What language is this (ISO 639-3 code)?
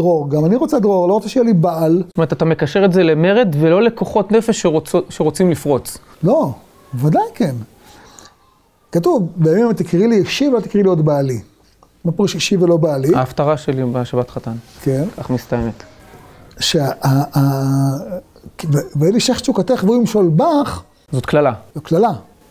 heb